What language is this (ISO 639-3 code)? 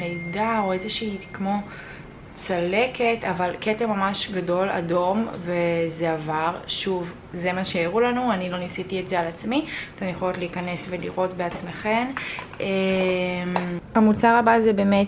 heb